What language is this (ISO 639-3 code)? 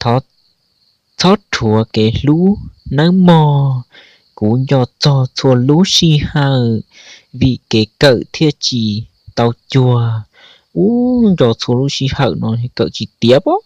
hmn